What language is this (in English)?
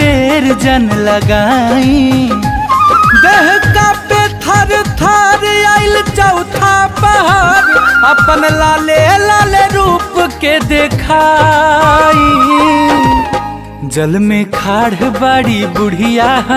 Bhojpuri